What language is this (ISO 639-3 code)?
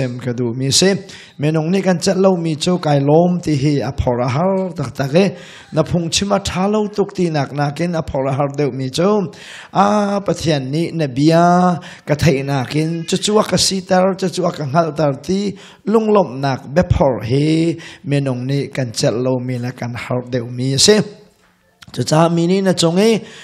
cnh